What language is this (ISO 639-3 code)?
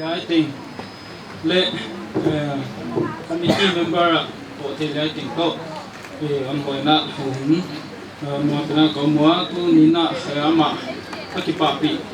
pck